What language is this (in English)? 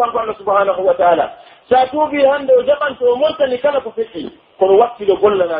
Pular